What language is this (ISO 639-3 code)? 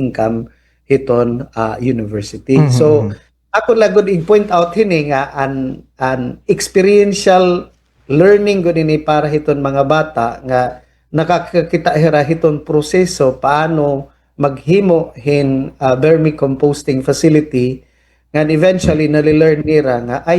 war